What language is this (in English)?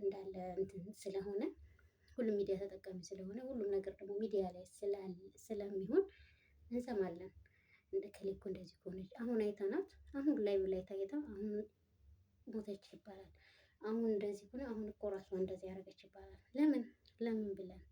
Amharic